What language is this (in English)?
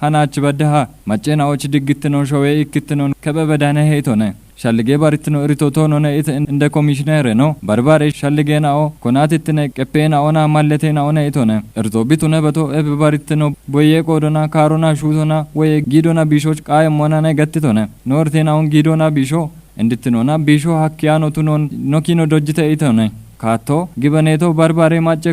Kafa